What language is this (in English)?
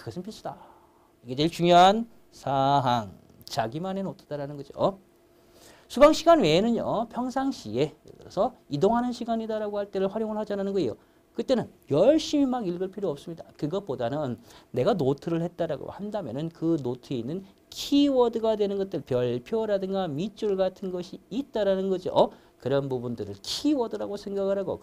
Korean